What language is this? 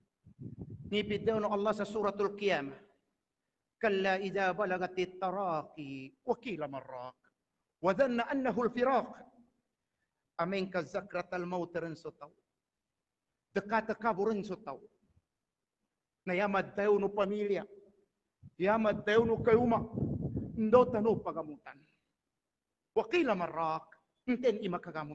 Maguindanaon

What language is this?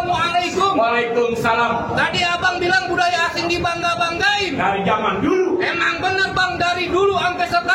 Betawi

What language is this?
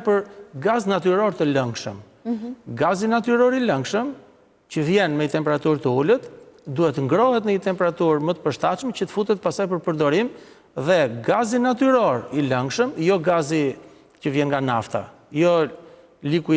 Albanian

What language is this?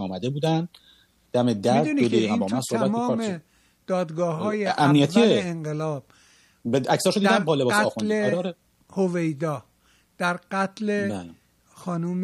Persian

